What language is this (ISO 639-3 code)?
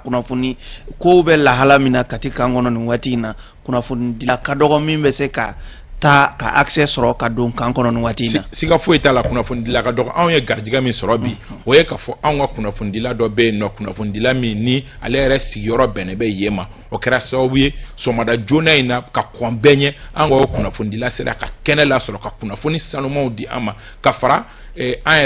bam